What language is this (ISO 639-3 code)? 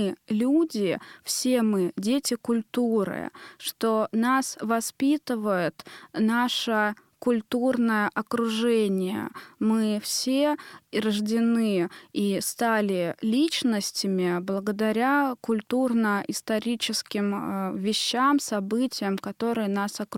rus